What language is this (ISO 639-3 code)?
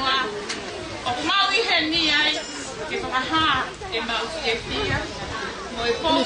ton